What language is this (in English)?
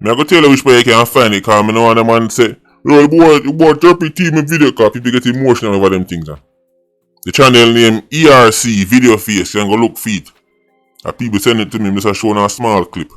Jamaican Creole English